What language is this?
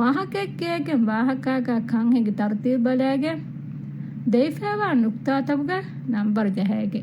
Divehi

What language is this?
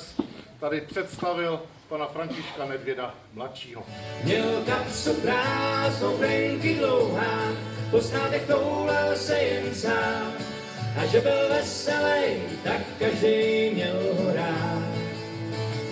Czech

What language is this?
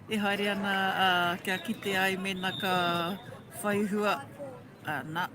Māori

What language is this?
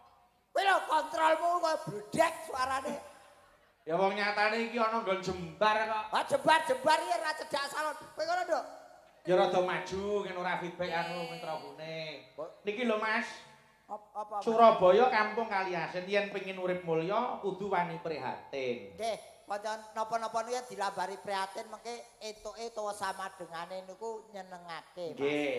Javanese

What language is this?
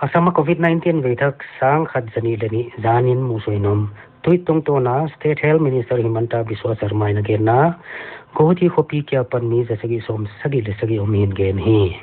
Paite Chin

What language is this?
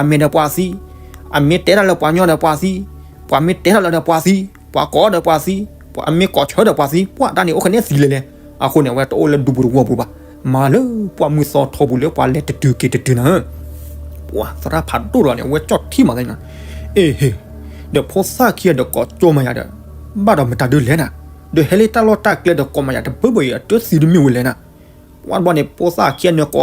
S'gaw Karen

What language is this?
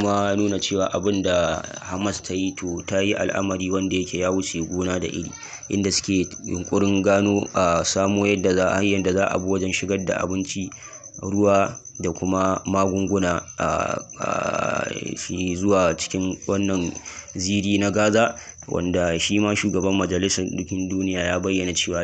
Hausa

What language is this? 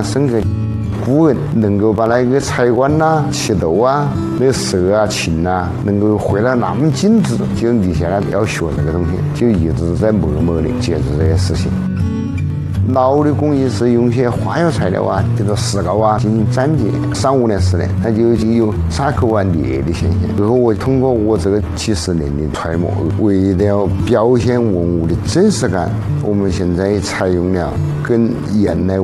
Chinese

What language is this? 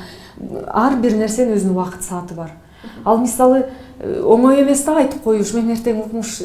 Kyrgyz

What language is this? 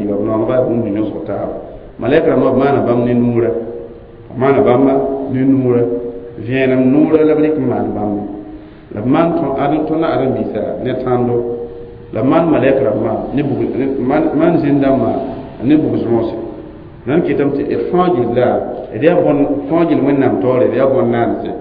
Mossi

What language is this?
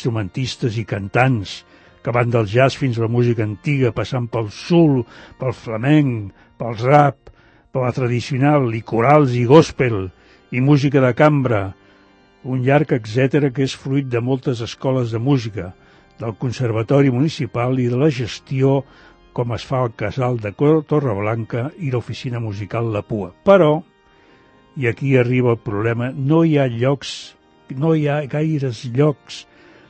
Catalan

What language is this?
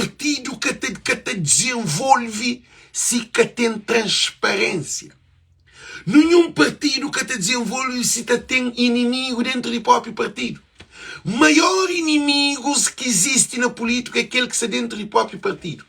Kabuverdianu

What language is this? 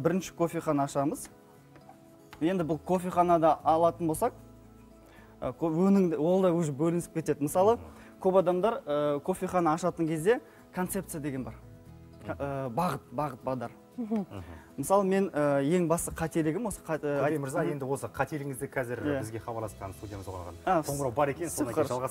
Kazakh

